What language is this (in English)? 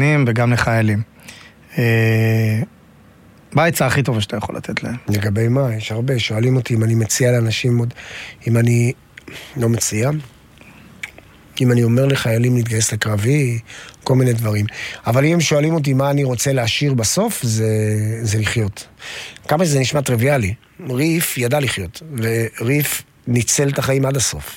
Hebrew